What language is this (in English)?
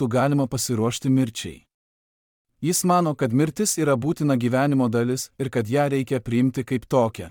Lithuanian